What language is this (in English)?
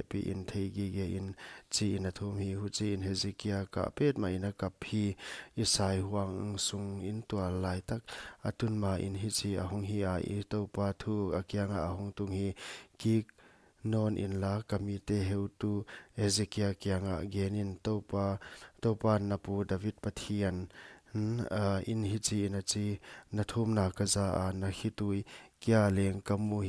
Paite Chin